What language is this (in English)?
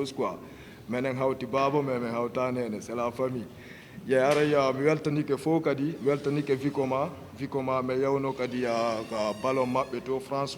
Fula